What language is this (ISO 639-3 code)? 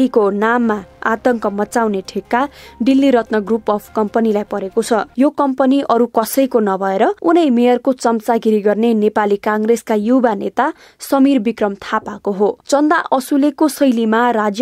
nep